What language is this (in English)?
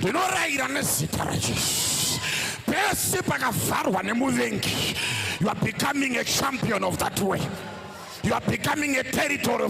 Shona